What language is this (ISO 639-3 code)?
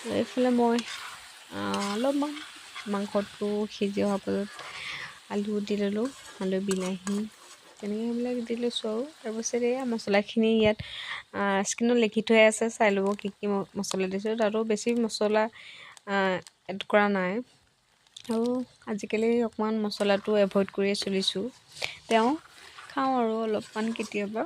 asm